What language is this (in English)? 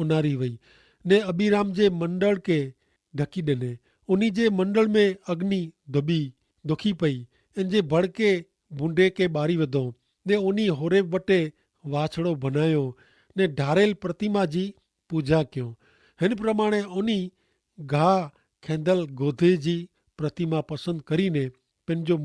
Kachhi